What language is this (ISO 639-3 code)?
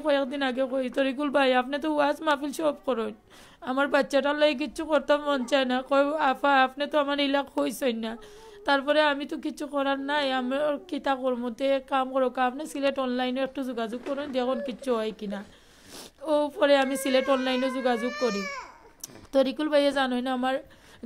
syl